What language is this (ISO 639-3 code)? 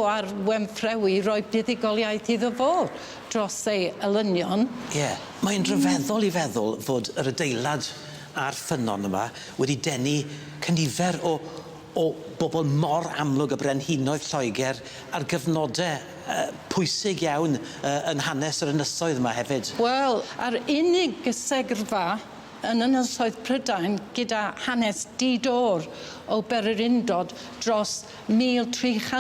cym